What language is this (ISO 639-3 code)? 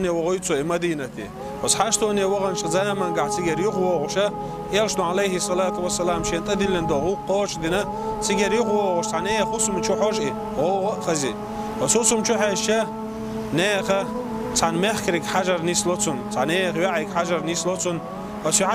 che